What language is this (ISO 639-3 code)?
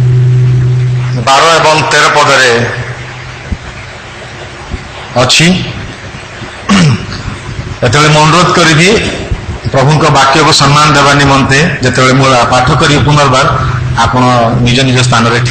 ori